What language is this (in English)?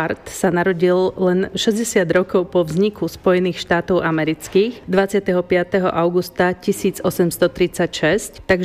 Slovak